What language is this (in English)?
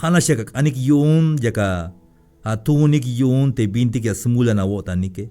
Tzeltal